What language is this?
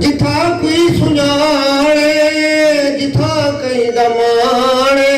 Saraiki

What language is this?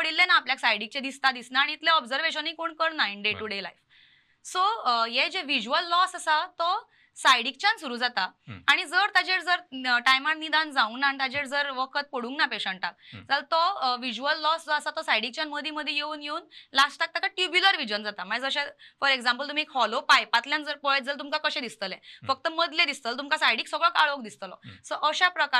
Konkani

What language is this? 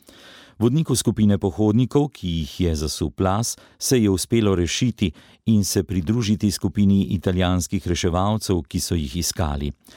Slovenian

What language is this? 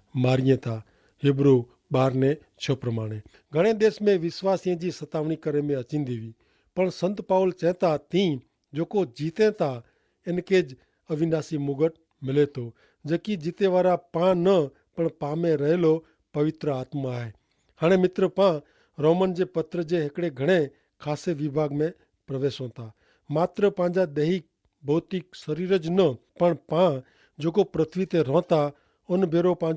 Kachhi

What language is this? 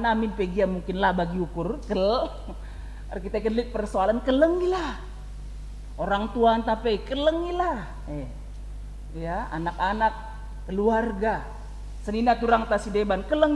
Batak Karo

